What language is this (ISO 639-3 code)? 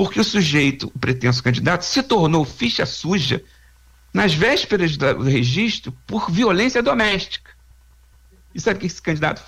por